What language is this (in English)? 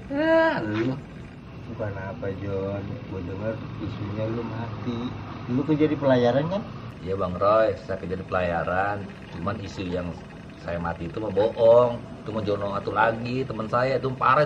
Betawi